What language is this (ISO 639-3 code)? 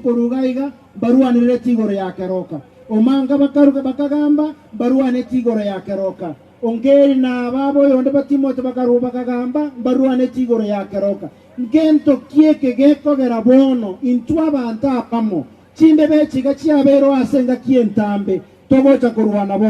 guz